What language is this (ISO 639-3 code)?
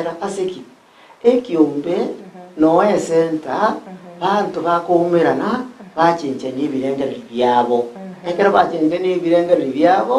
guz